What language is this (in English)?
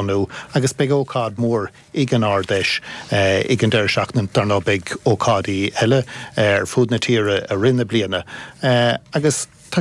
Irish